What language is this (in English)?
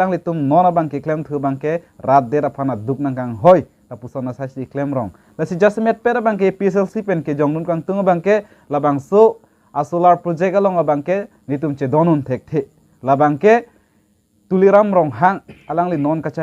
Karbi